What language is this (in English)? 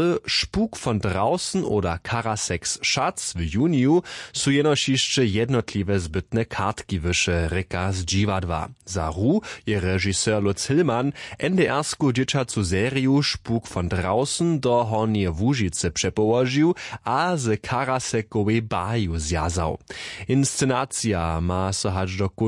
Upper Sorbian